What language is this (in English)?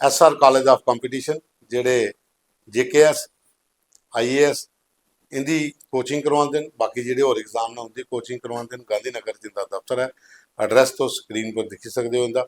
Dogri